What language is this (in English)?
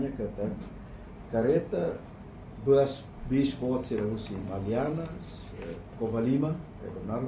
Tetum